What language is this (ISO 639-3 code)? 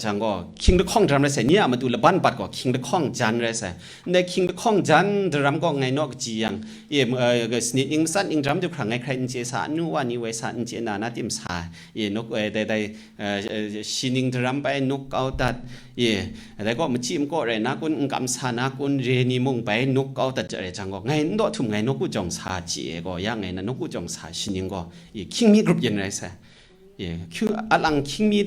kac